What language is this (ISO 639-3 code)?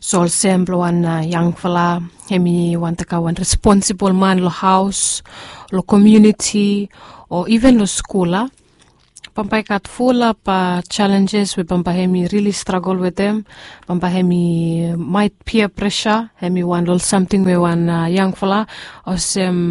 bis